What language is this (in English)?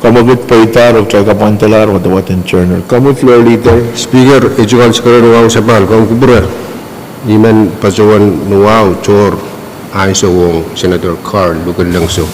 Pohnpeian